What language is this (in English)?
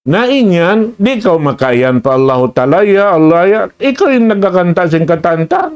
Tausug